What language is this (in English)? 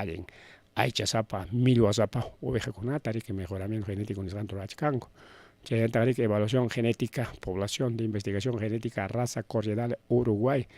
Ayacucho Quechua